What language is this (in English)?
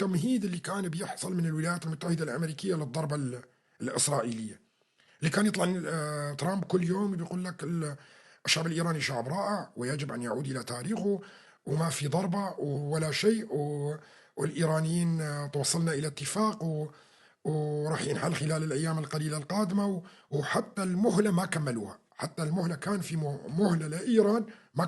North Levantine Arabic